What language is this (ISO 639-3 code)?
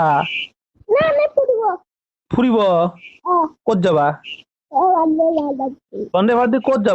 asm